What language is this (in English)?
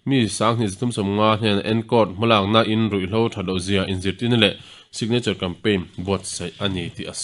Mizo